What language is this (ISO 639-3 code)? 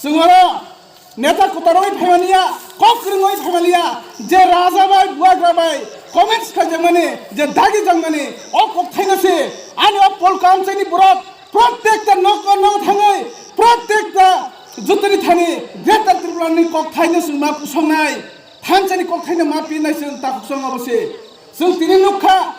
trp